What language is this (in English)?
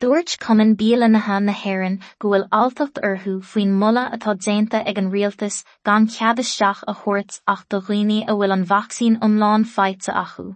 Irish